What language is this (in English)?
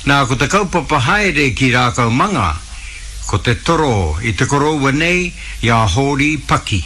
Māori